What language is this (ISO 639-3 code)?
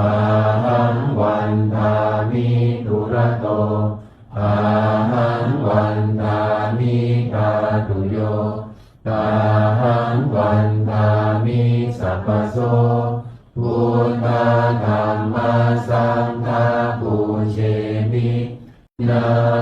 pli